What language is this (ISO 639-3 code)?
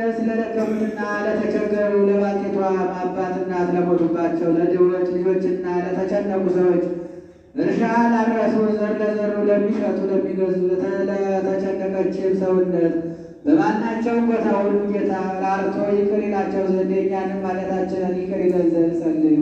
amh